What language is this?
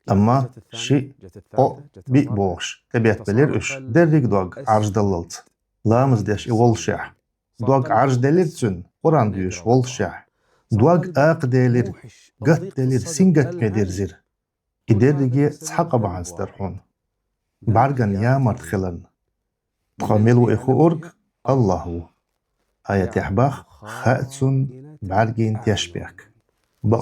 Chechen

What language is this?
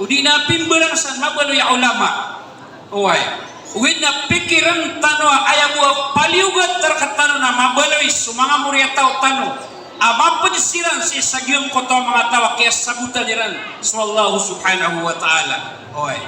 Maranao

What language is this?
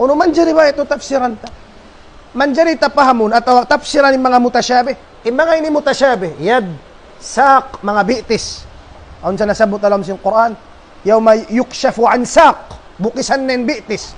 Tausug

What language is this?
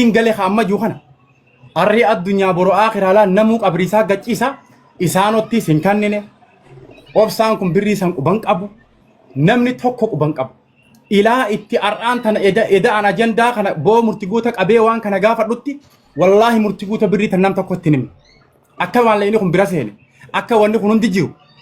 Oromo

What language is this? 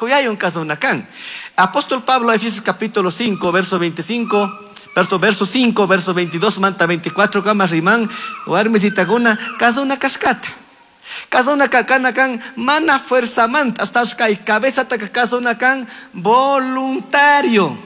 Chimborazo Highland Quichua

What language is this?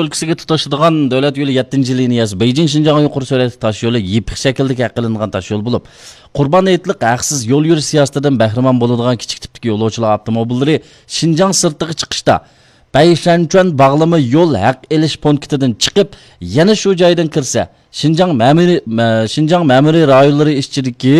Uyghur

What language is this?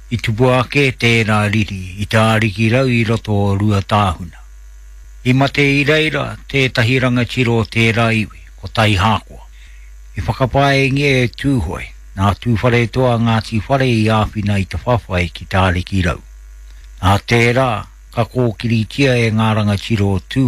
Māori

